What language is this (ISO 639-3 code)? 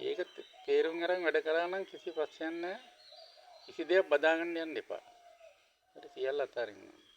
sin